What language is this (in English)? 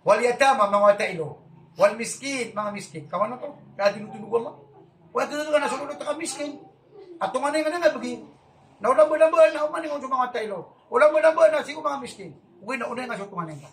Maranao